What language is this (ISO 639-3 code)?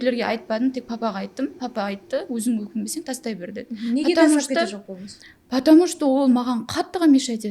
kaa